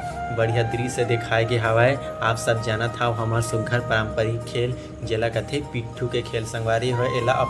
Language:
Chhattisgarhi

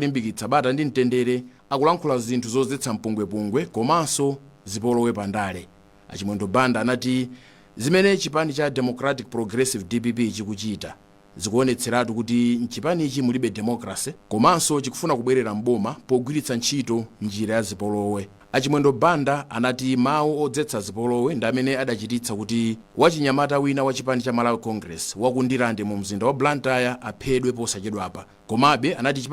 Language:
Nyanja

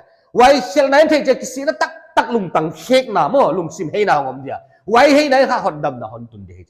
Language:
Paite Chin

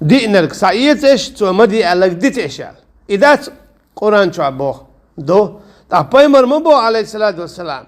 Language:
Chechen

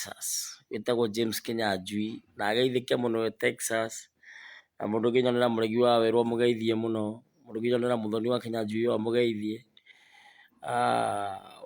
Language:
Kikuyu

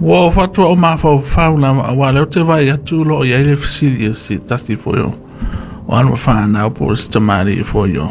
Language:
Samoan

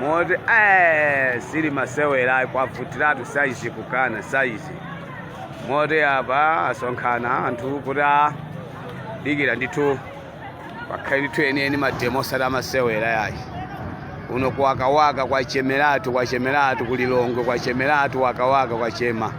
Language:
Nyanja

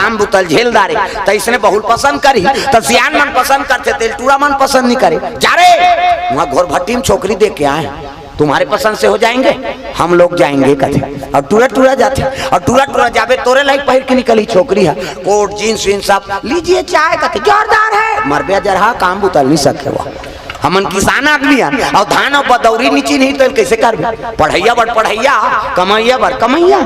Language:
Chhattisgarhi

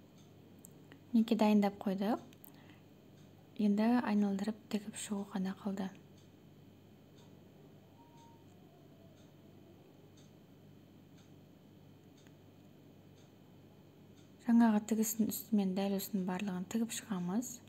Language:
Kazakh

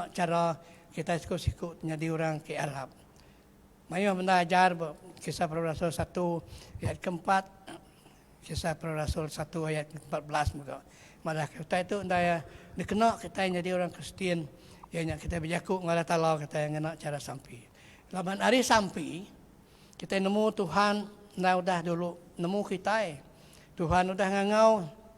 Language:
Iban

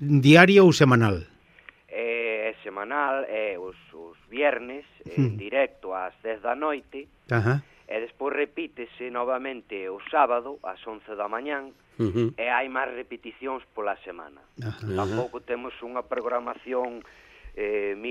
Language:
Galician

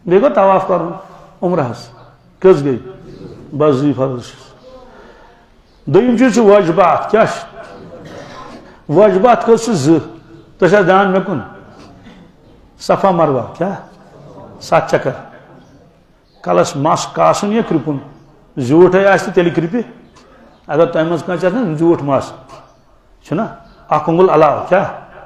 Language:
Kashmiri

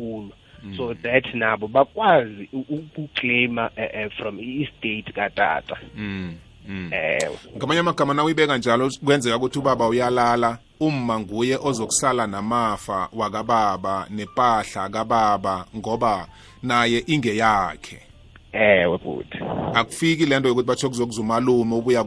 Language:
South Ndebele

